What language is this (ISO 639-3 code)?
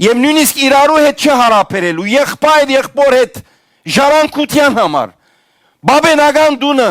hyw